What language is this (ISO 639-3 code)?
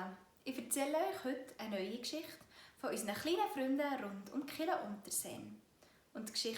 gsw